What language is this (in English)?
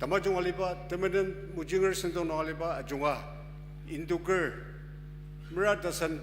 Ao Naga